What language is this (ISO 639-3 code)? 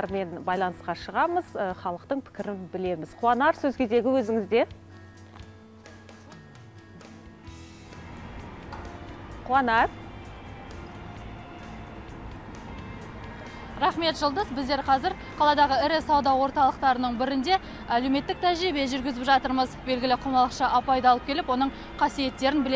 kaz